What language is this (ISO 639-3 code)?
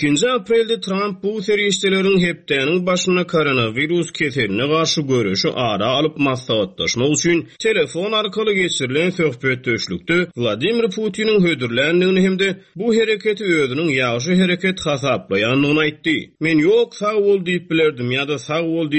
tuk